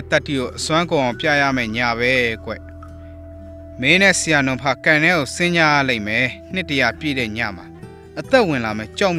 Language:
Burmese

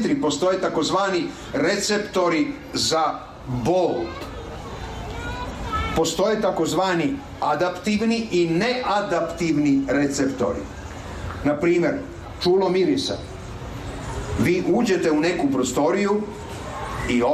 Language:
Serbian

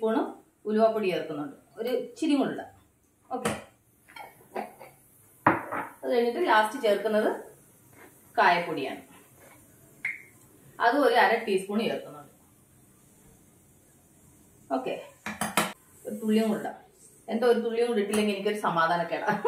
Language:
Malayalam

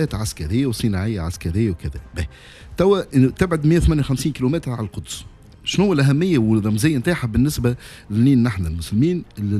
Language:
Tunisian Arabic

